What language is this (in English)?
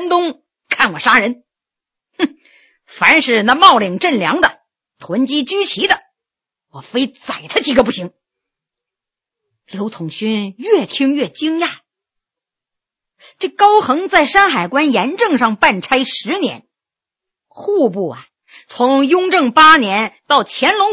Chinese